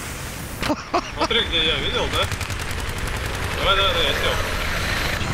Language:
Russian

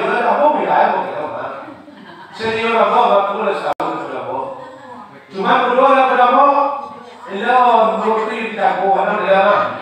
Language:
Minangkabau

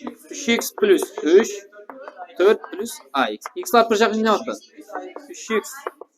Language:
Kara-Kalpak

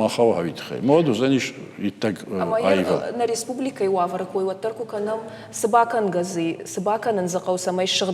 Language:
Ossetic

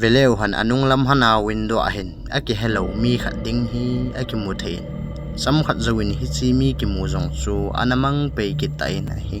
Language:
Thado Chin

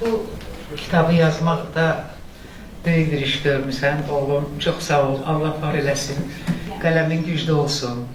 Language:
Azerbaijani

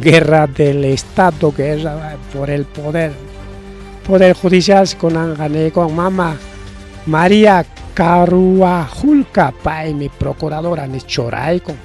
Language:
Ayacucho Quechua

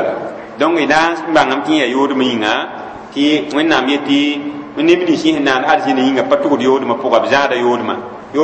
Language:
Mossi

